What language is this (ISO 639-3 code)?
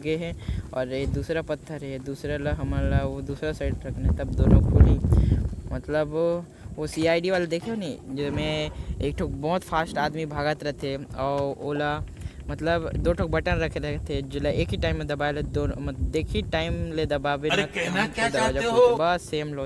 hne